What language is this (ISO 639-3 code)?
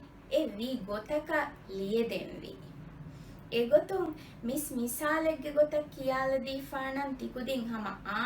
div